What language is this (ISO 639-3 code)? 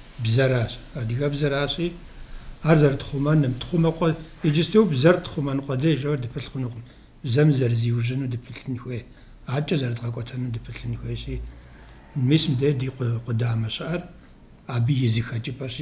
kbd